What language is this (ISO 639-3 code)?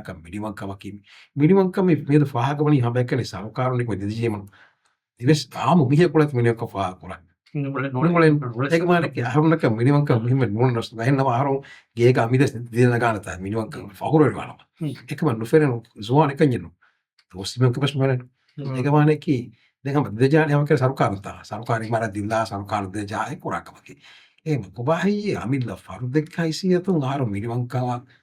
div